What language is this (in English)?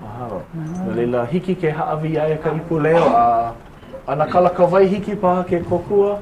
Hawaiian